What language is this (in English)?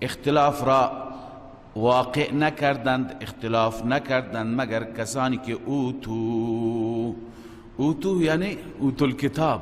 Persian